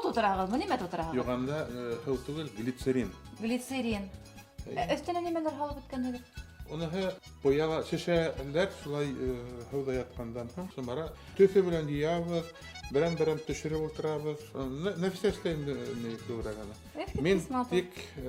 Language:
Bashkir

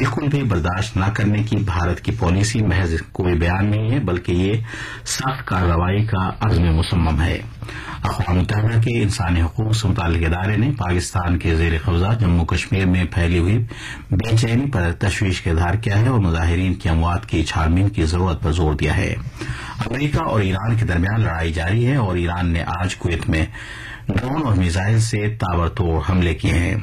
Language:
Urdu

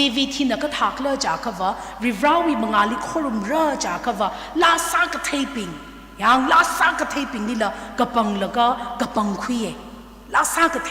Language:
Tangkhul Naga (India)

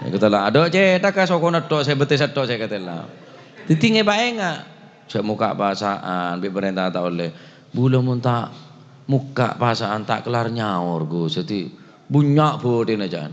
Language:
Madurese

